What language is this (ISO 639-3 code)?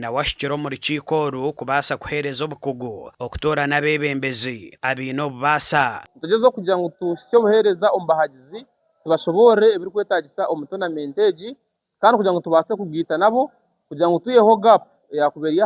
nyn